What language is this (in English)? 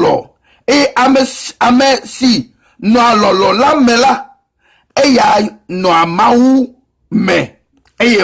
Ewe